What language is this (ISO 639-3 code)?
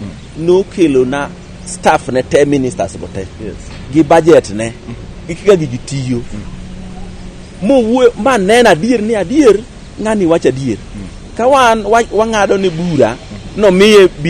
luo